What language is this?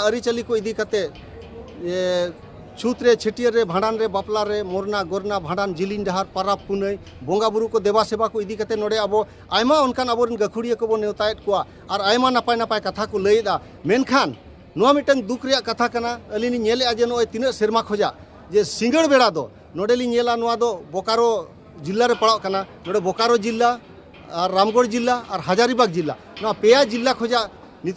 Santali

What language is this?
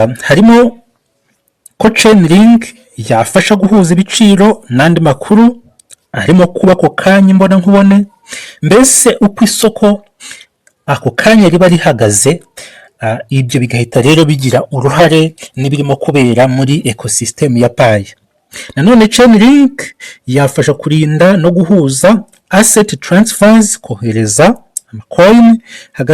Kinyarwanda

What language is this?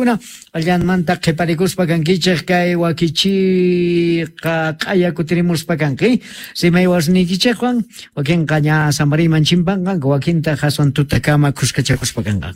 Quechua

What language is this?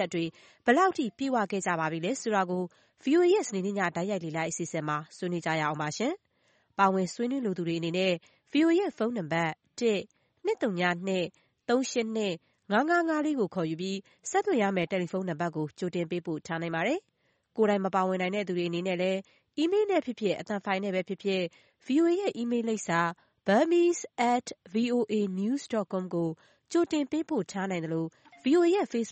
Burmese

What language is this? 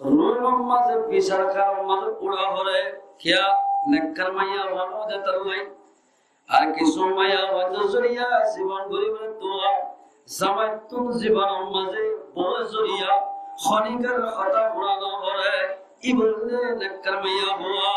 Rohingya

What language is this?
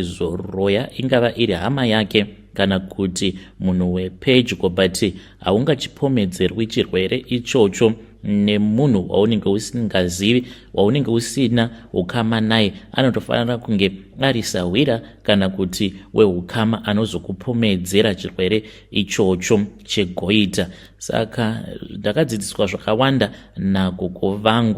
Shona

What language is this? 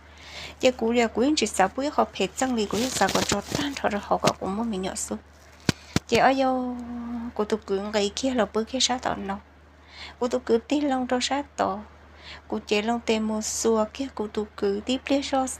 Hmong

